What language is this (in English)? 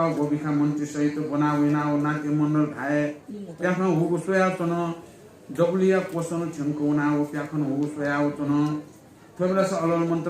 Newari